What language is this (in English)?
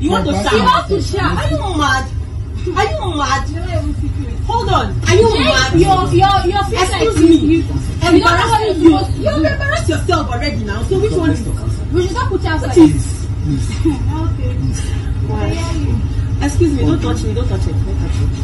Nigerian Pidgin